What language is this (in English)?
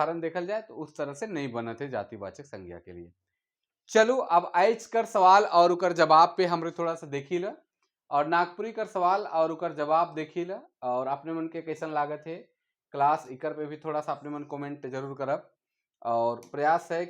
Sadri